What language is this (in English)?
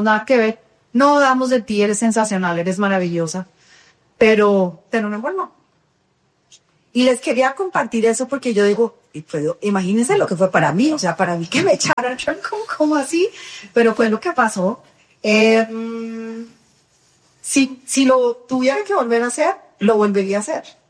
Spanish